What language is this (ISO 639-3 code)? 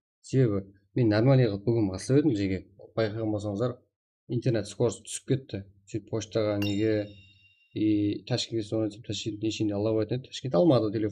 kaa